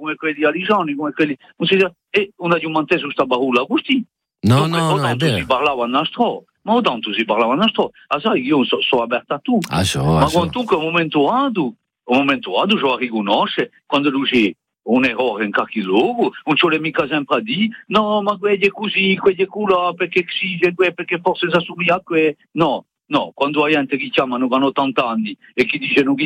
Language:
Italian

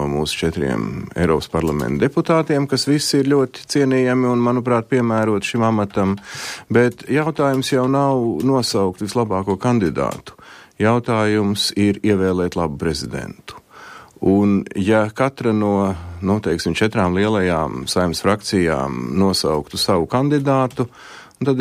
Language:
Latvian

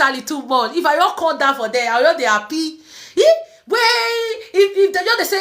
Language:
Nigerian Pidgin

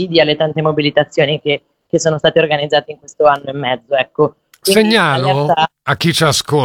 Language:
Italian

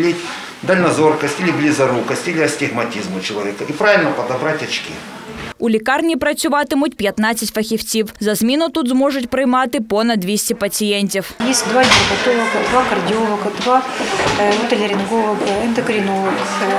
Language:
Ukrainian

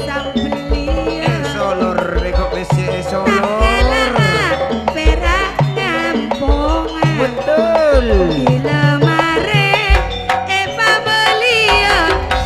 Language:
Madurese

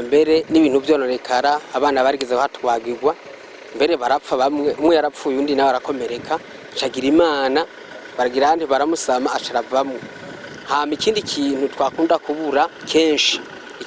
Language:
Rundi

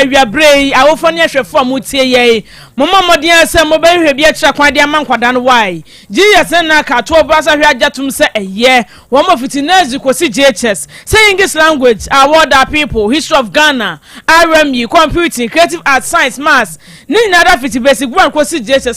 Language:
Akan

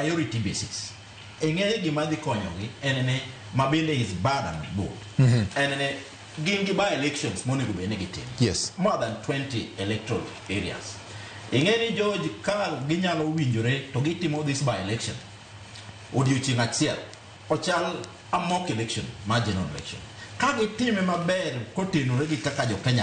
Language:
Luo (Kenya and Tanzania)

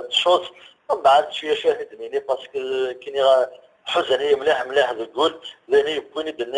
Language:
Kabyle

